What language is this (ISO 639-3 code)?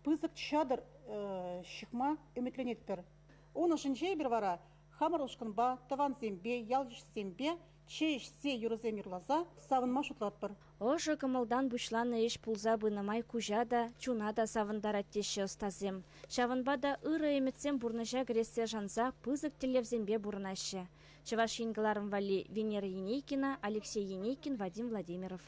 chv